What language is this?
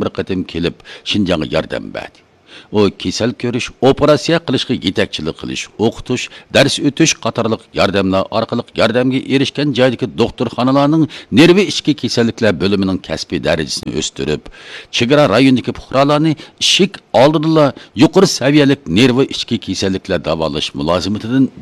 Uyghur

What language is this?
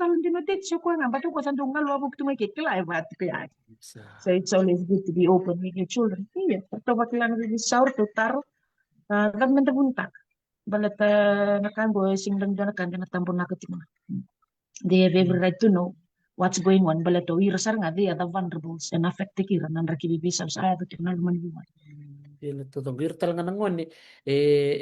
Fijian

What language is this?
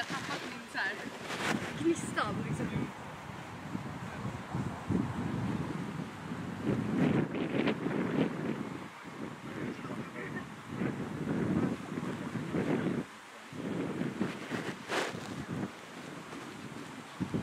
Swedish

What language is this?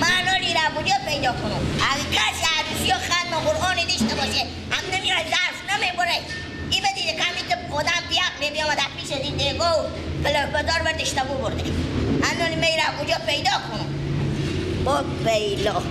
Persian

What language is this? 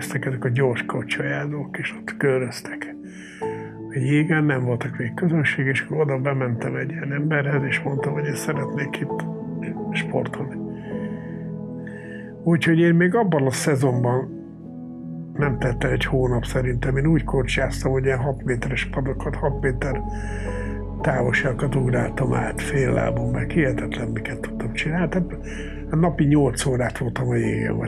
Hungarian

